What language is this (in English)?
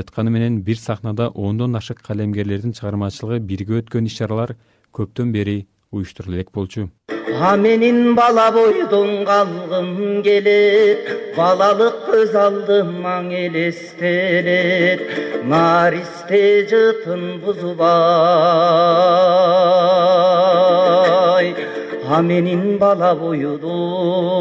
Kyrgyz